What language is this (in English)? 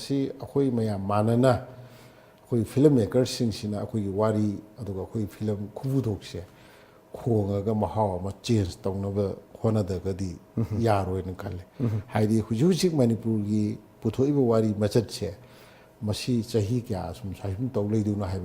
Manipuri